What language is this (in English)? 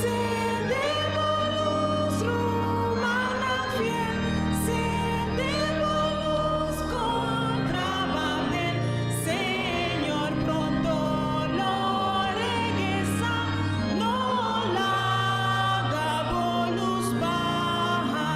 Papiamento